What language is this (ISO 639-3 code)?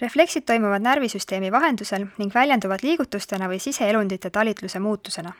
est